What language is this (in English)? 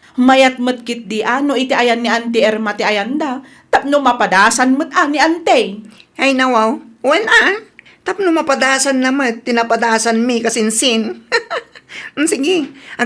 Iloko